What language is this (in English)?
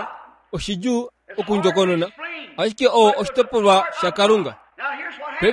Kuanyama